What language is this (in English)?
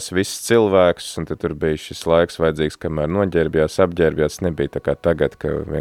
Latvian